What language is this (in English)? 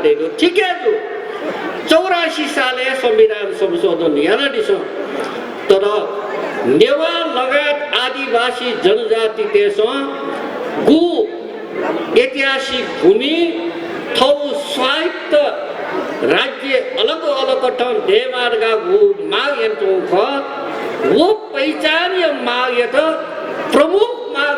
Newari